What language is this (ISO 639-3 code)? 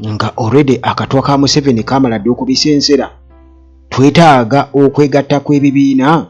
lug